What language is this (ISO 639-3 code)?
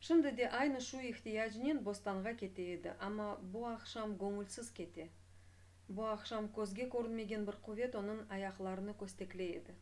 crh